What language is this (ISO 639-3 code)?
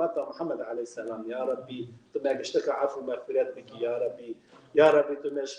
kur